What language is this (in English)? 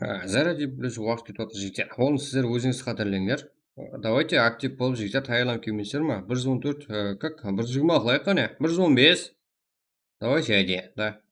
Kara-Kalpak